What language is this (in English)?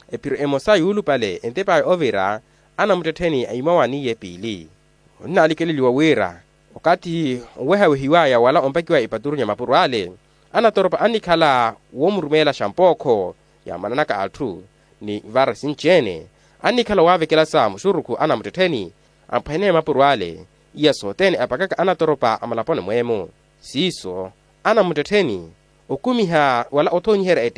Makhuwa